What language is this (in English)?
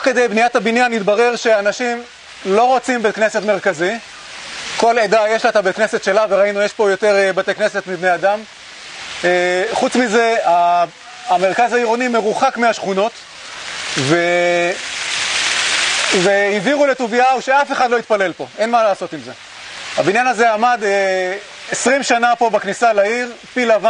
Hebrew